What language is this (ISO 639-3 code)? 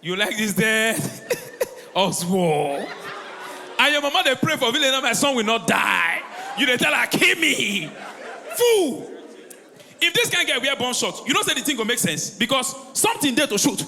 pcm